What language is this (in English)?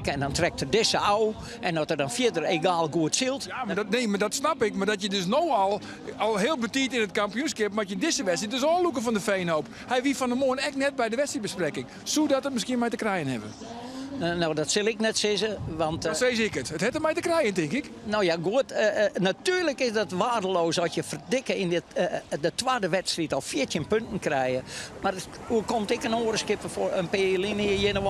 Western Frisian